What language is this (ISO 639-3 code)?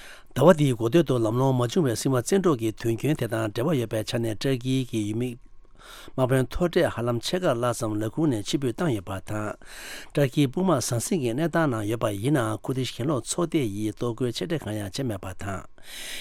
bod